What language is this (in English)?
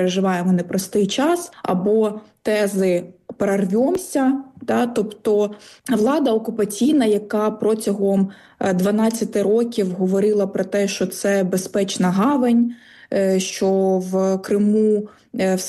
Ukrainian